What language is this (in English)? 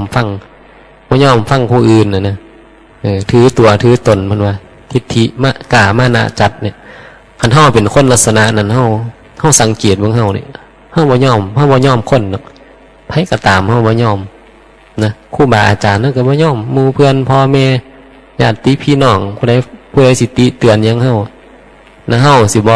Northeastern Thai